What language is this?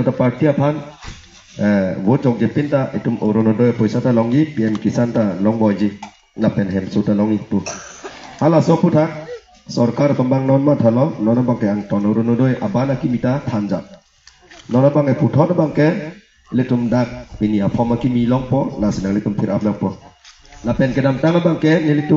Karbi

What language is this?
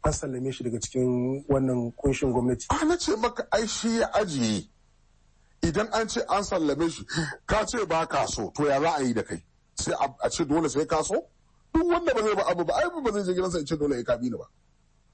Hausa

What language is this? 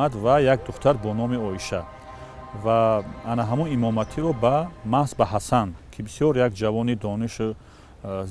Tajik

